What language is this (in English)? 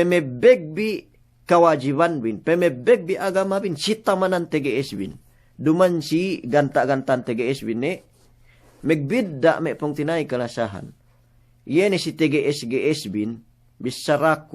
Yakan